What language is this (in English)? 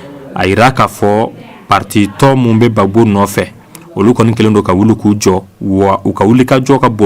Bambara